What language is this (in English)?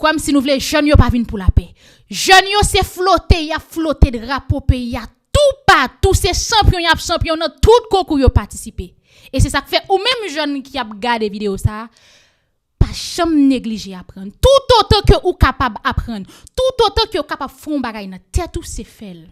Haitian Creole